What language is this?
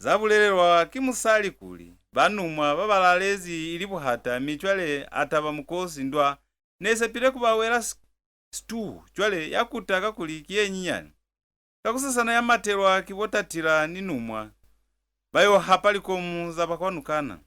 Lozi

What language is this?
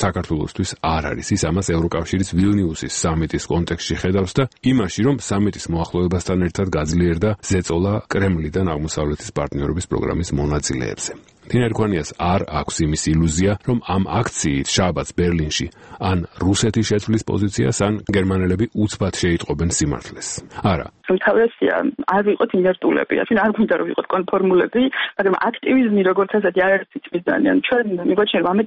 Georgian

